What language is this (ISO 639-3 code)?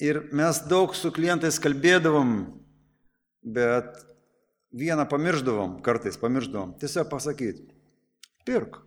lit